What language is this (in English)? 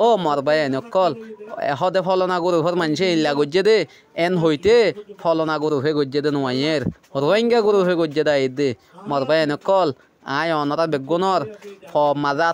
Rohingya